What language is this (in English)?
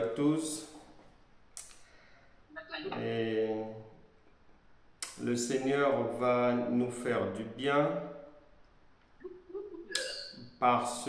French